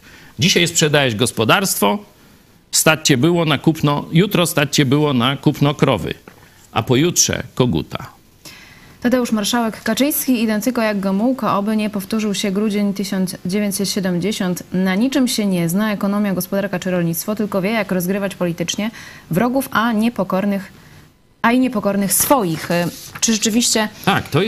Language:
Polish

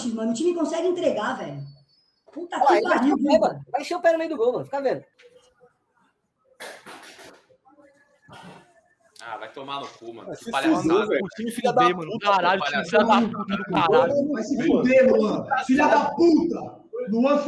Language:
Portuguese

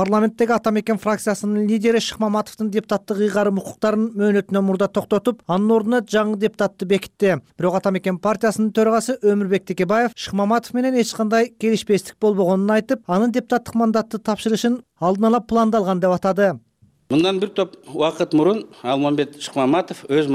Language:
Kyrgyz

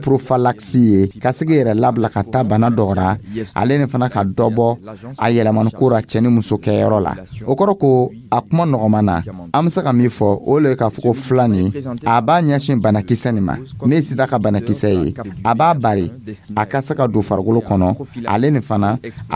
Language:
Dyula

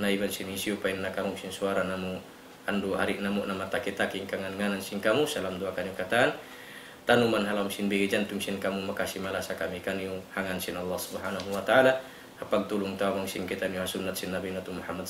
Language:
Tausug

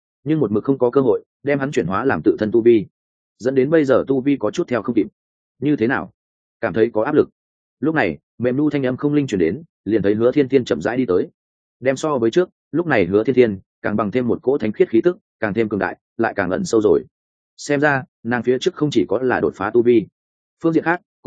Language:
Vietnamese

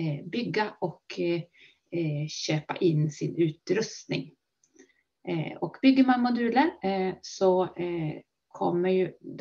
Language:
Swedish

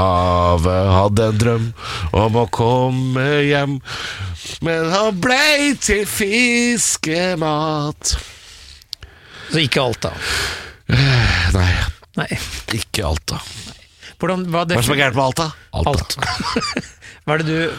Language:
Norwegian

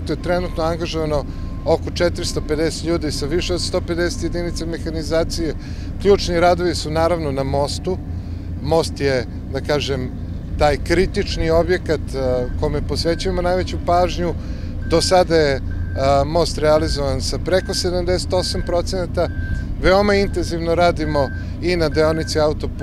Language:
Serbian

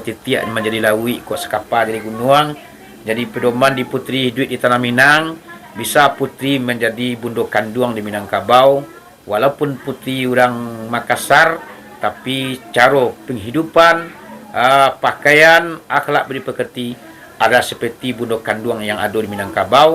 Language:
Minangkabau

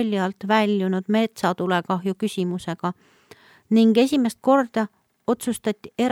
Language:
Estonian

